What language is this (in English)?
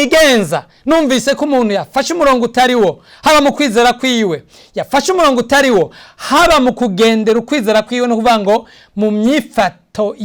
Rundi